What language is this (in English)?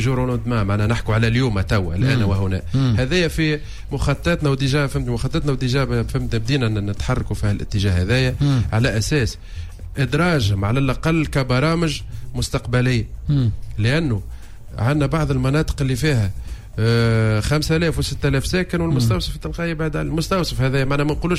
Tunisian Arabic